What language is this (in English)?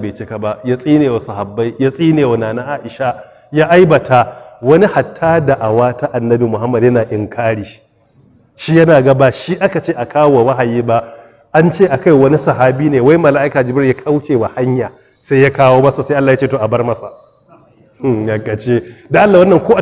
Hausa